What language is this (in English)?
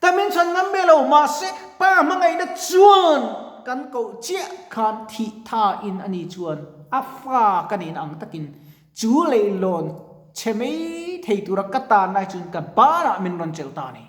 Mizo